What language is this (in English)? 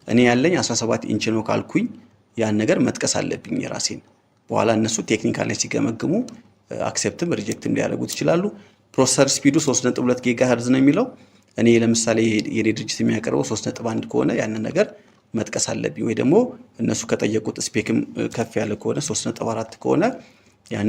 Amharic